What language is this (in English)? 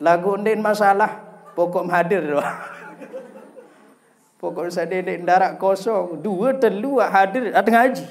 Sasak